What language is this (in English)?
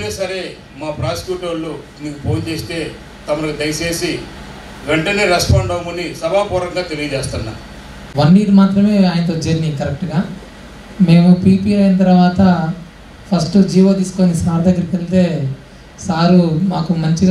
Telugu